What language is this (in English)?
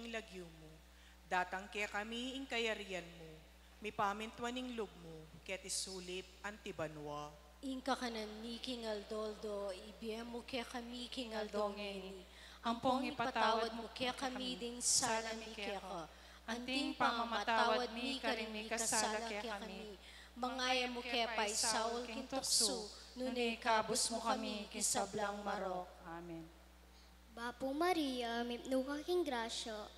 Pampanga